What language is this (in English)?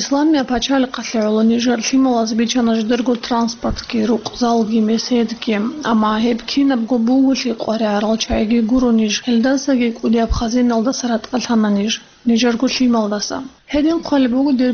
Avaric